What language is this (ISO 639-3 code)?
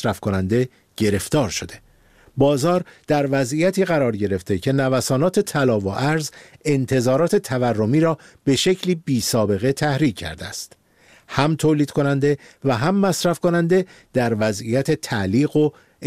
fas